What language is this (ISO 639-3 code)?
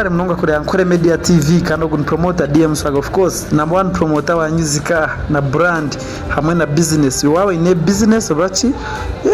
nyn